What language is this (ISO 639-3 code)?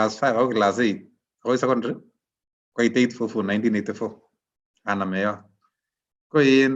kln